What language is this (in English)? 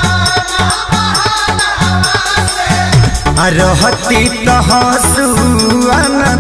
Bhojpuri